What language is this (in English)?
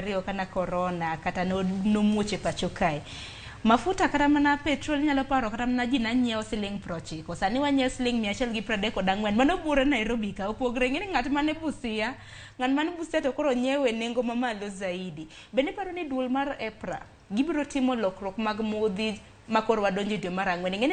Luo (Kenya and Tanzania)